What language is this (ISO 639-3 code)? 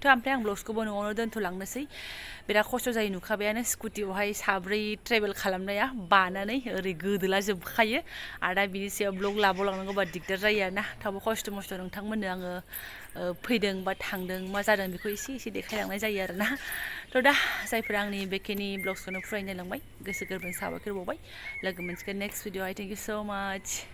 brx